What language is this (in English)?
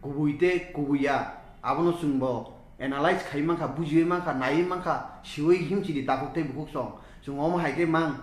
Kok Borok